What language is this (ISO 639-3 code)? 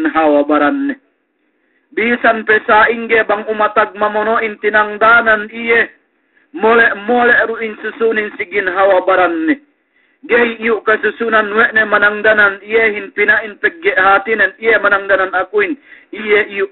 yka